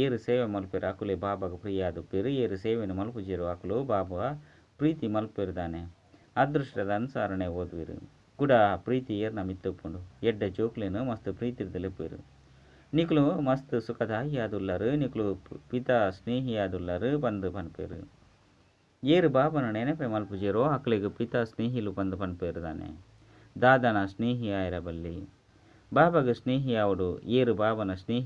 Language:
Tulu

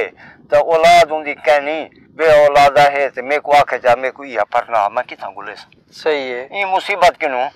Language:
Saraiki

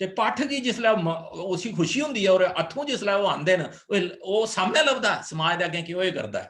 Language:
Dogri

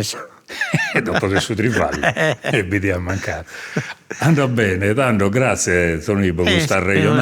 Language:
Sardinian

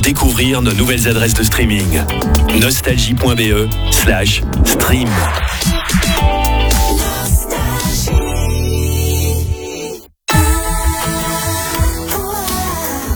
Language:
French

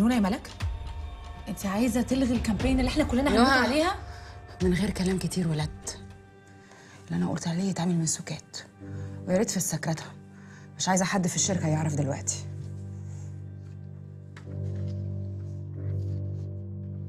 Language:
Egyptian Arabic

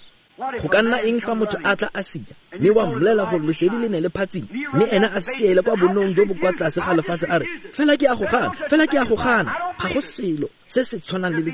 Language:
Tswana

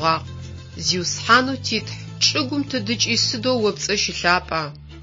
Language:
Adyghe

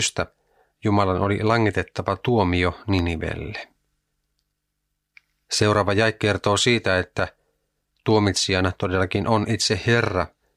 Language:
Finnish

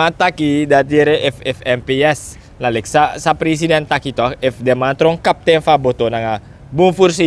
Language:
Sranan Tongo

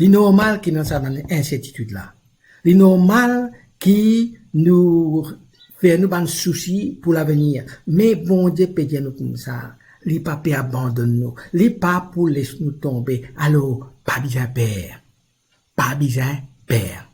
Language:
Morisyen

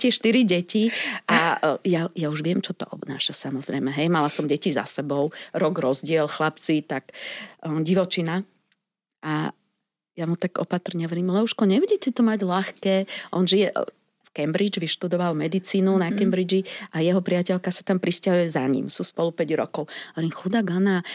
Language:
Slovak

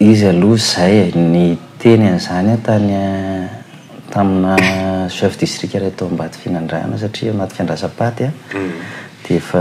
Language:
Malagasy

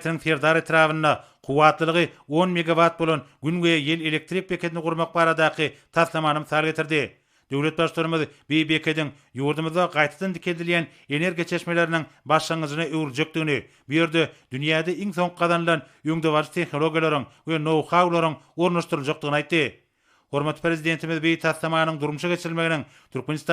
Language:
Turkmen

